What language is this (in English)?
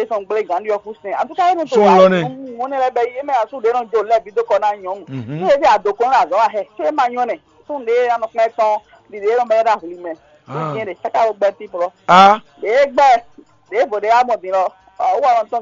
Fon